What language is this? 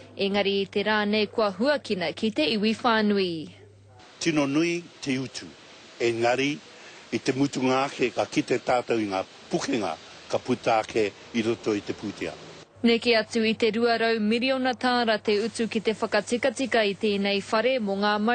Māori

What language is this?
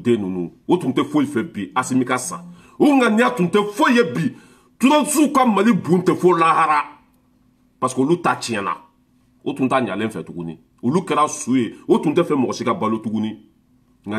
Bambara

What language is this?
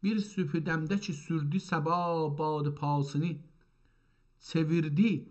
South Azerbaijani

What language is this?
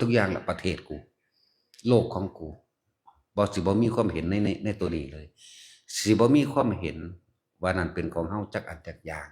Northeastern Thai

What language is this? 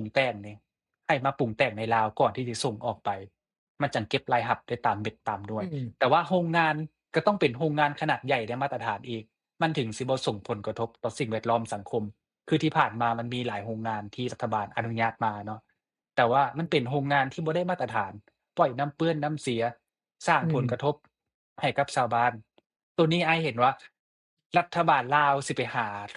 Lao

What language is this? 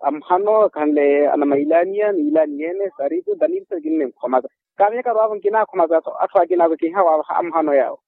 Makhuwa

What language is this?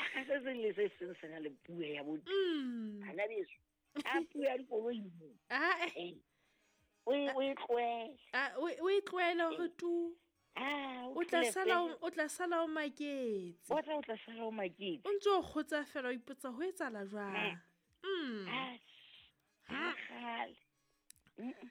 Southern Sotho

